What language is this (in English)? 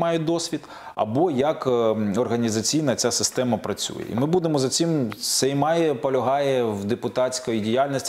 Ukrainian